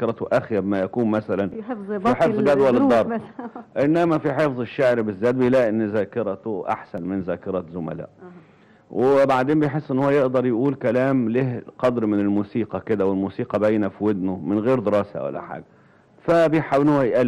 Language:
Egyptian Arabic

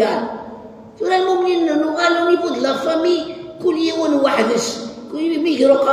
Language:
Kabyle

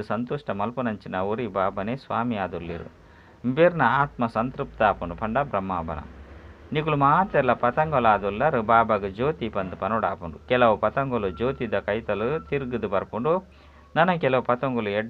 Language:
Tulu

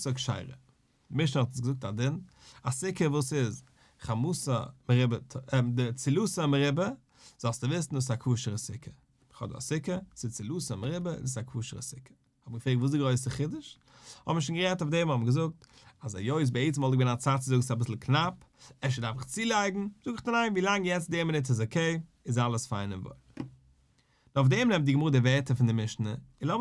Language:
Yiddish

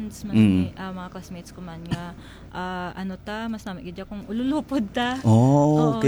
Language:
Hiligaynon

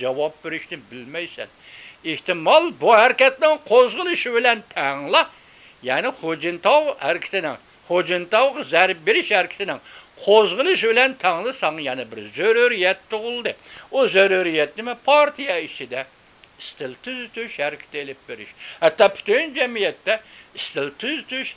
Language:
Uyghur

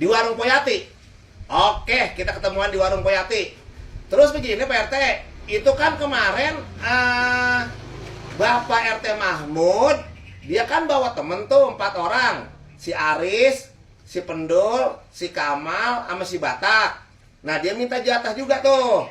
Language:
Betawi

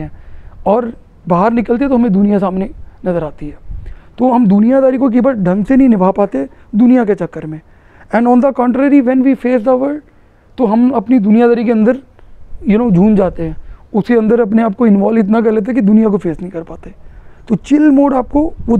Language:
Hindi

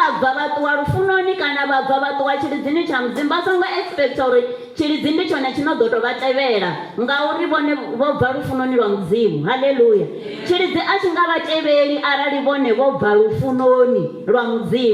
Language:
Venda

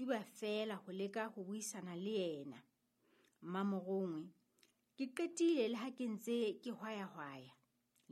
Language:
Southern Sotho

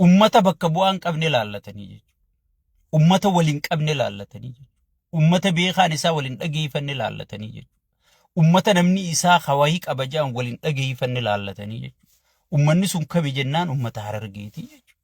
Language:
Oromo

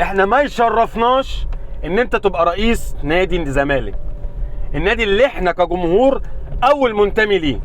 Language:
Egyptian Arabic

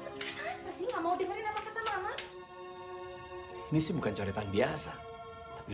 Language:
Indonesian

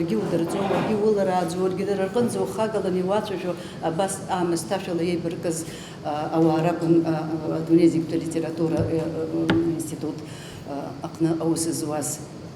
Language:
Abkhazian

